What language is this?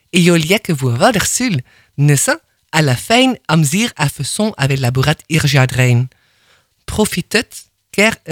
Breton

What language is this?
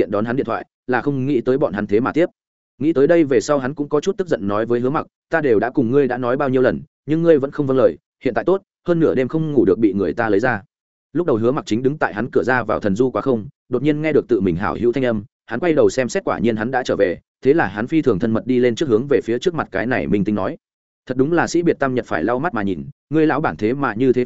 Vietnamese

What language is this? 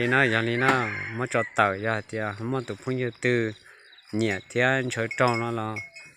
Hmong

